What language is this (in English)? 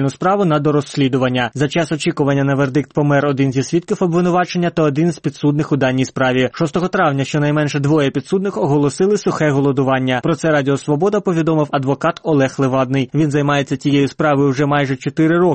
Ukrainian